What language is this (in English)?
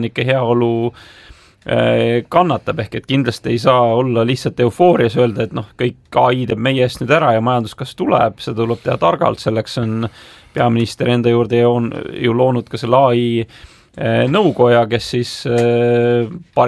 Estonian